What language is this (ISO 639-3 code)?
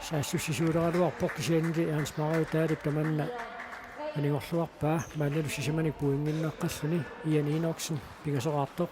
kal